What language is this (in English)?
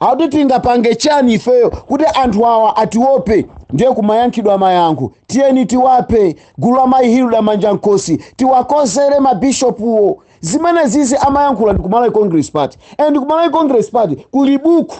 Nyanja